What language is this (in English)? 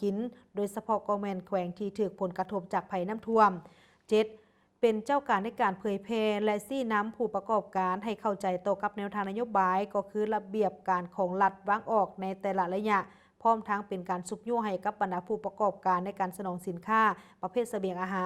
Lao